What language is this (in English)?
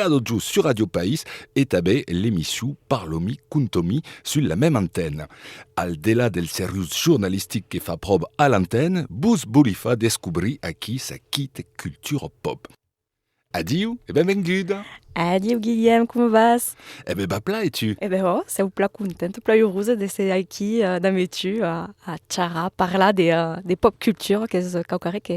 Occitan